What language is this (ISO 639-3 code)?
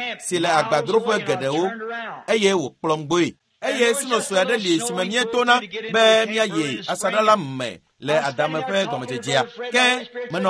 ewe